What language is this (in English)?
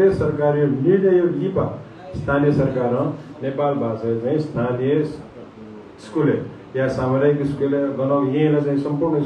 Newari